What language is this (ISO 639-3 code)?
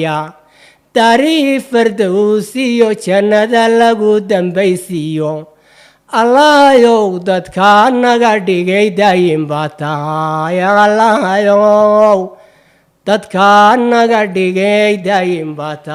som